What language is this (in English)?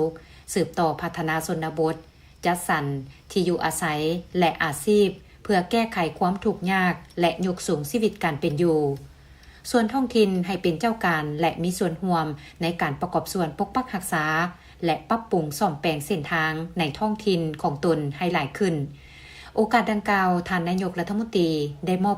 Lao